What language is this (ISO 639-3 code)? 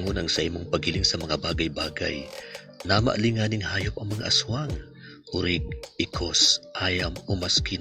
bik